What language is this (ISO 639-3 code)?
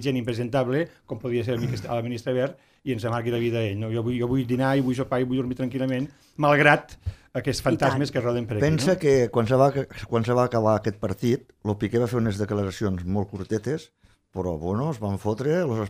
cat